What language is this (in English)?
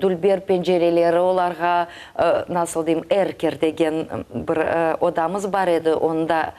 Crimean Tatar